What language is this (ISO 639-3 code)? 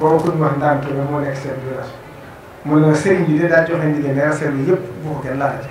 wol